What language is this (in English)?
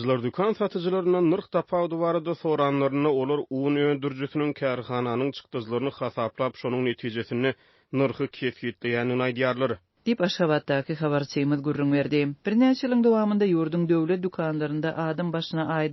Turkmen